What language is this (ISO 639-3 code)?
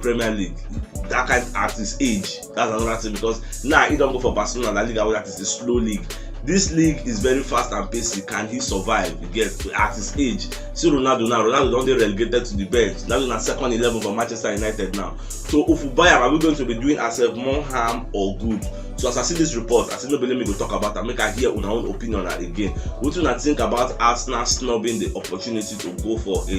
pcm